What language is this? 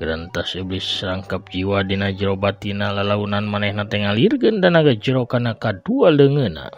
Sundanese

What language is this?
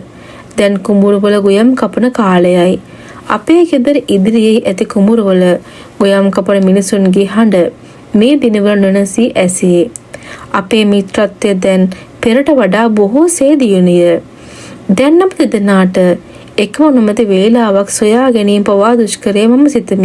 Sinhala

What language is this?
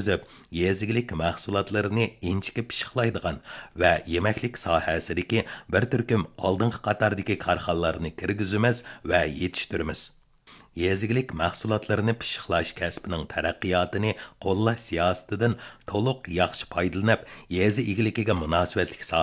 Uyghur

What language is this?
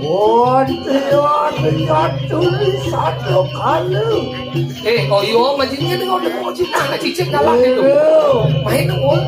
Balinese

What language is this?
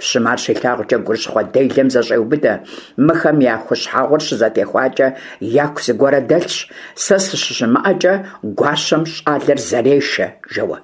Kabardian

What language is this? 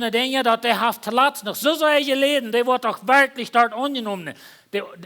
Plautdietsch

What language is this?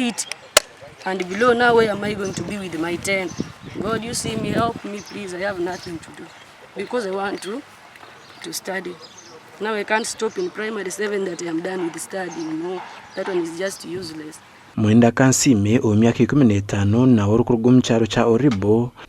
Nyankole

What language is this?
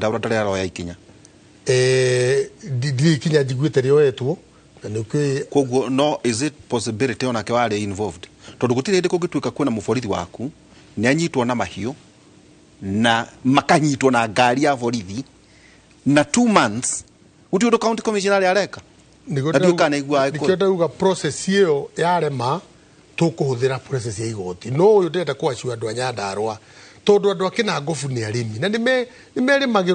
Kikuyu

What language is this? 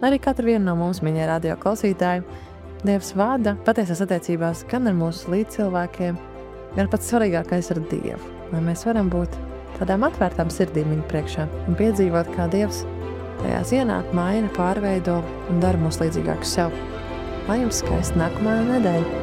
Latvian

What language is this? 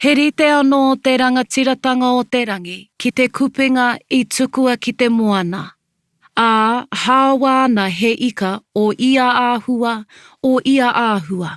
Māori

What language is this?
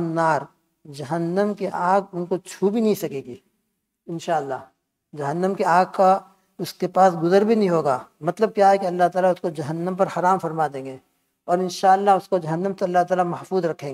Urdu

